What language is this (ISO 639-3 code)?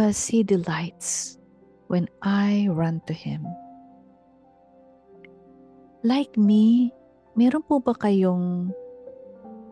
fil